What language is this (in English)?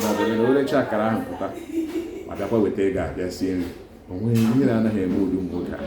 Igbo